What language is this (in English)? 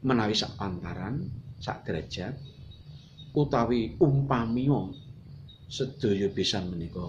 Javanese